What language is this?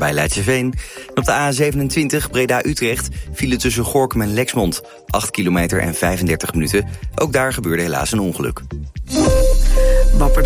Dutch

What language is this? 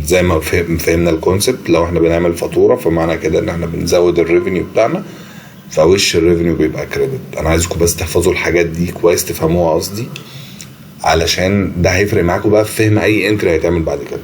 Egyptian Arabic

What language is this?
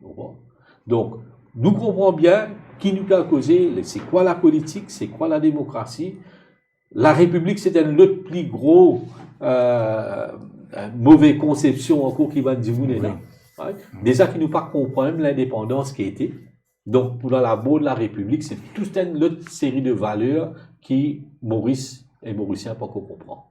Morisyen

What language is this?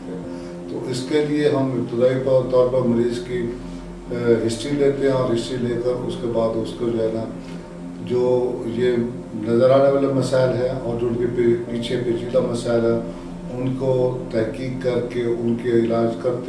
Urdu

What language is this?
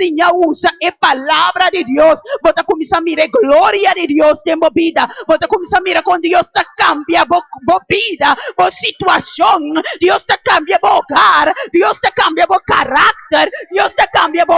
Papiamento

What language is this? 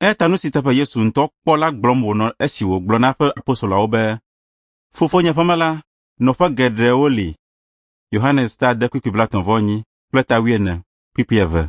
Ewe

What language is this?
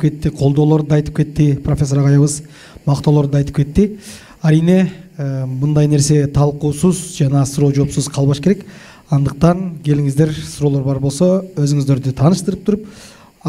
Kyrgyz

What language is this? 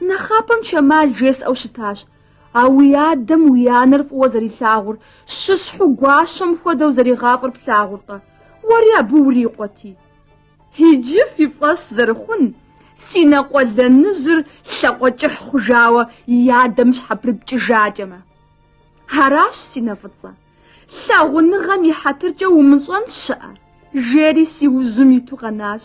Kabardian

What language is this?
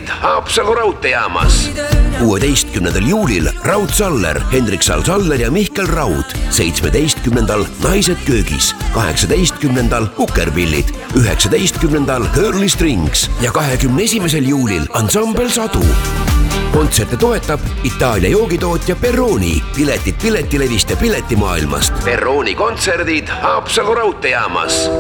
Estonian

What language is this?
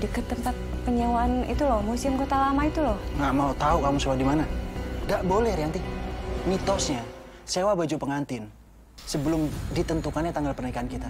Indonesian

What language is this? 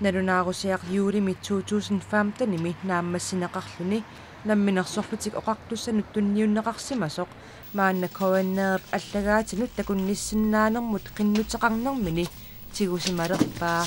Kalaallisut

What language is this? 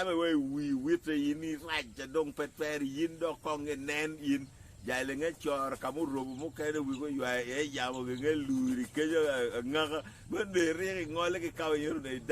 Acoli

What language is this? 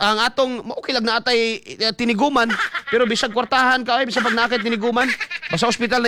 Cebuano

